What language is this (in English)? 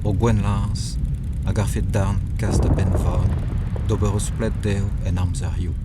Breton